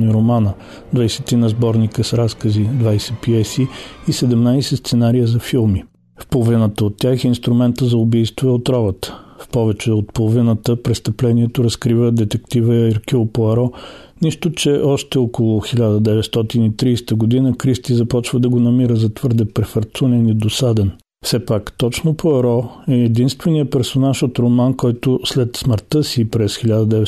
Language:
Bulgarian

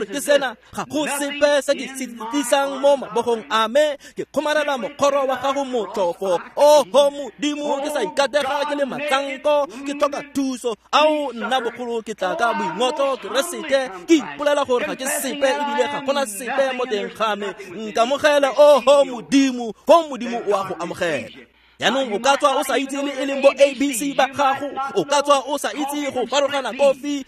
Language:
Tswana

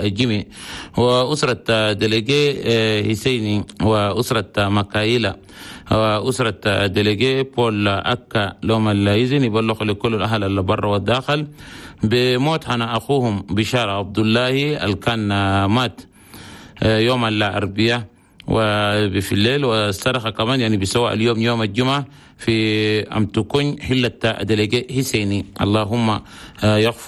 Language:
Chadian Arabic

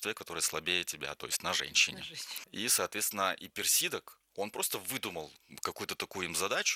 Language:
Russian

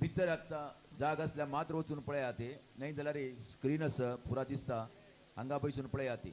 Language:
Konkani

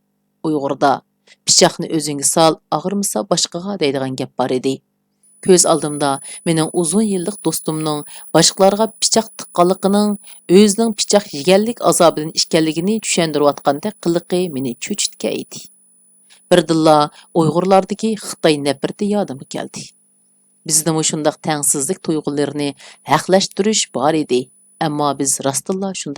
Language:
Uyghur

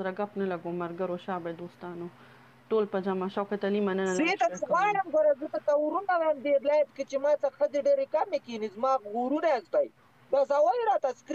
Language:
Pashto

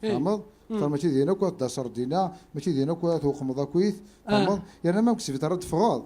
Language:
Kabyle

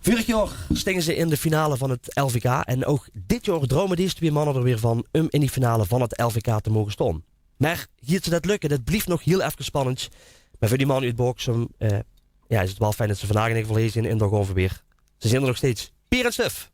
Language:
Limburgish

